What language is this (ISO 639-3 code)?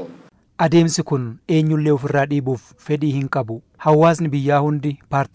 orm